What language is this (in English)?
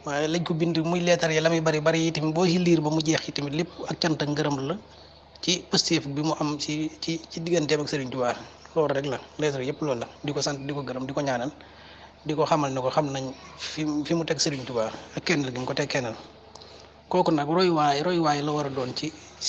Wolof